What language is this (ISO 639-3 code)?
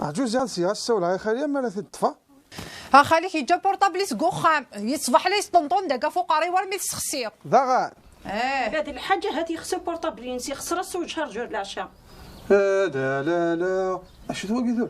kab